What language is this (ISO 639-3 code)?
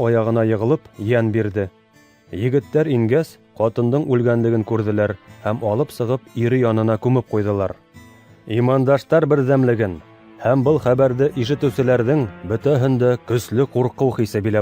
bak